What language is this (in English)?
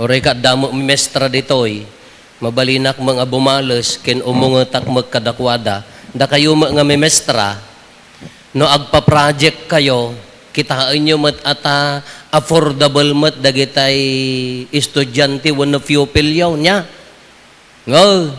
Iloko